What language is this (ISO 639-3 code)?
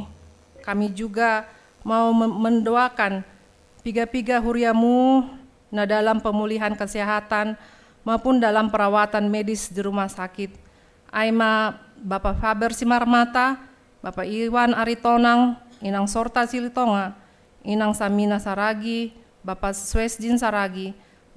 bts